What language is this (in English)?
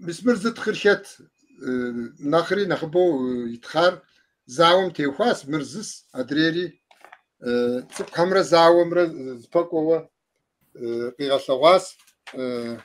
Kabardian